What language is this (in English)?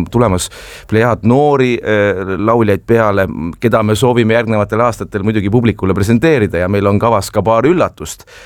Estonian